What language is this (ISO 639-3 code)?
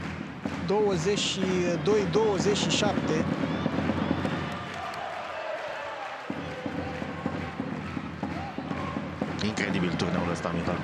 ron